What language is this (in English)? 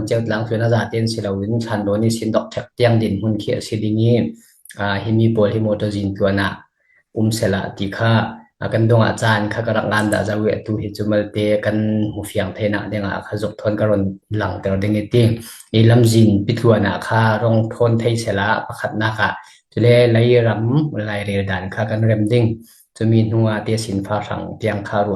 Falam Chin